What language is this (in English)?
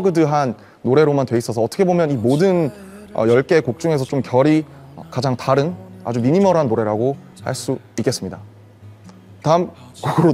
Korean